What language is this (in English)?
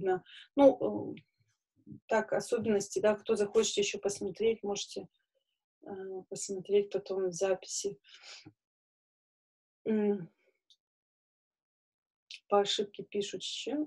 Russian